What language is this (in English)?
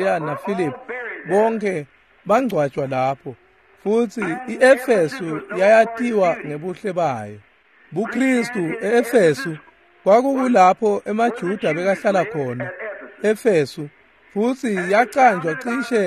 Swati